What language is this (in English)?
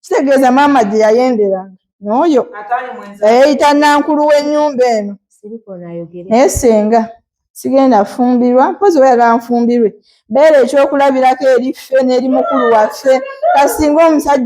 Ganda